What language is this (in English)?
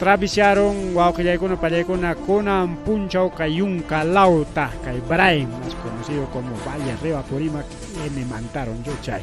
Ayacucho Quechua